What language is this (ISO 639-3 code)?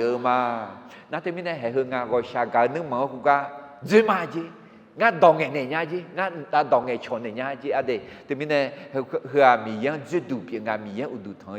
ahk